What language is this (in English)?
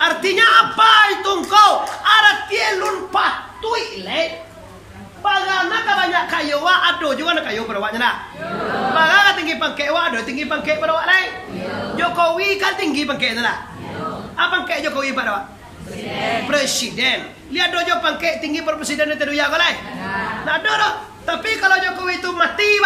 Minangkabau